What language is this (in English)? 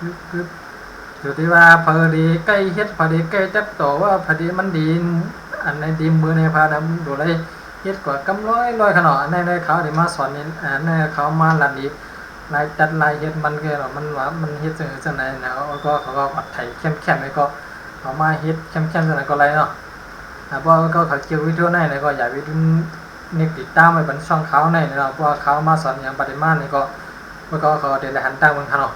Shan